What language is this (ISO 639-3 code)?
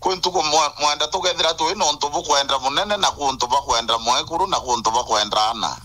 mer